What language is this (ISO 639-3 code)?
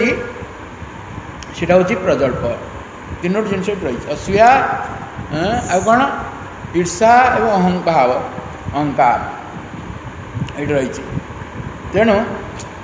ori